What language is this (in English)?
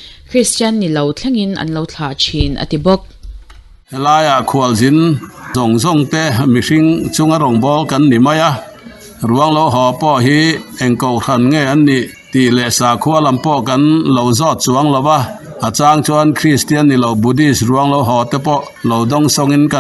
Mizo